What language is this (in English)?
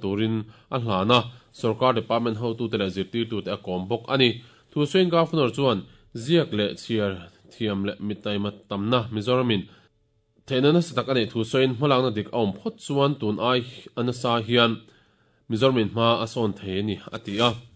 Mizo